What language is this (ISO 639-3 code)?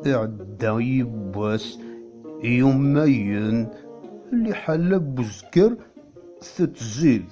kab